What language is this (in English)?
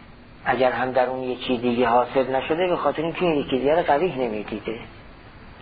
Persian